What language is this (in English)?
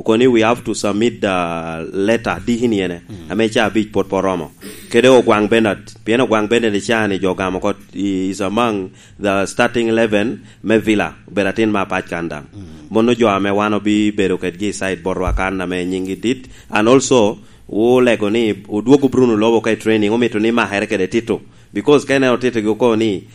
Lango (Uganda)